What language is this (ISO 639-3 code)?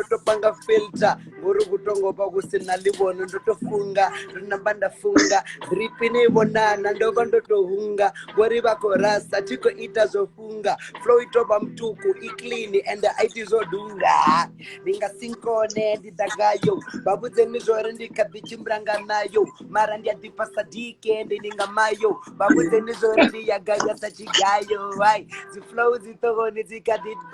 ven